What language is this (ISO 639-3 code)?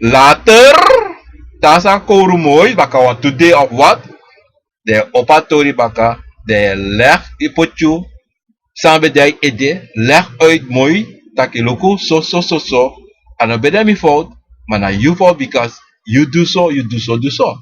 srn